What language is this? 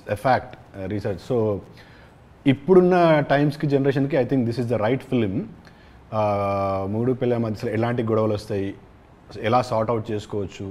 Telugu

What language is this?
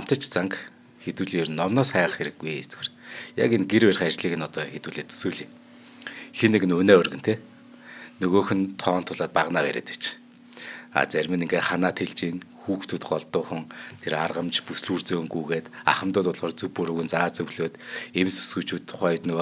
Mongolian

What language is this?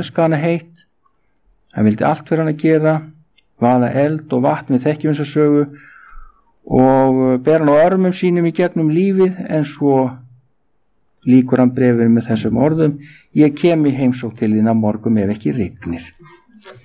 Icelandic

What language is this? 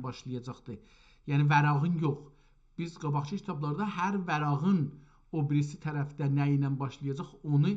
South Azerbaijani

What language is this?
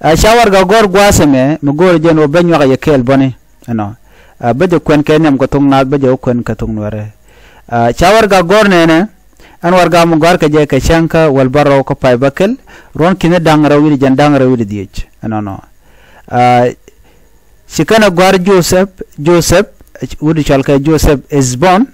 Nuer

